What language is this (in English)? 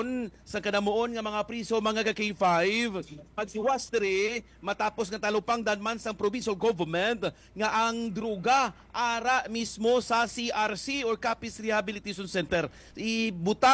Hiligaynon